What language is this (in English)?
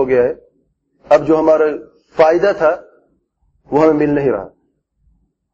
Urdu